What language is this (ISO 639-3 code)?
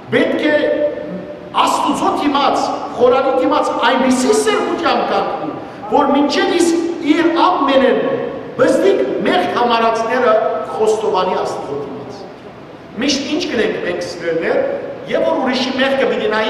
hyw